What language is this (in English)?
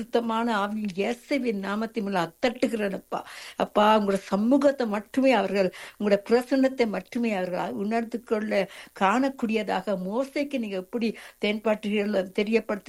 Tamil